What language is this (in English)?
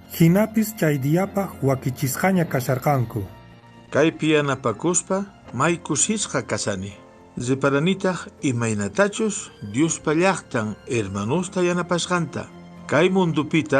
Quechua